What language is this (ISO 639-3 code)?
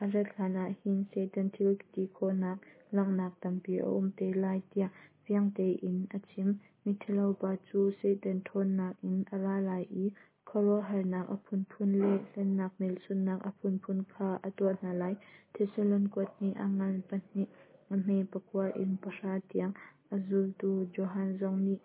cnh